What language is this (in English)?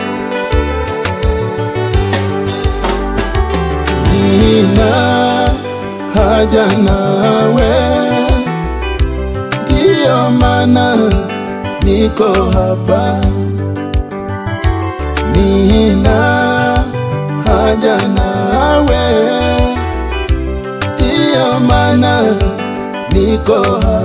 Swahili